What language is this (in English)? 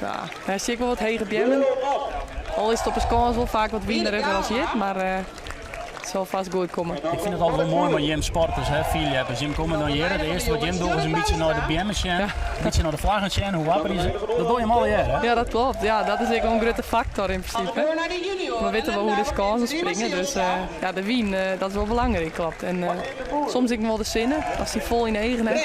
Western Frisian